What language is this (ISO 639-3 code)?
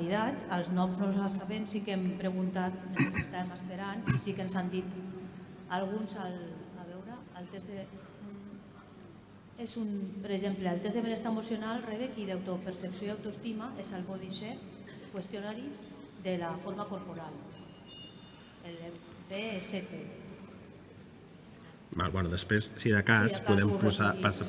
cat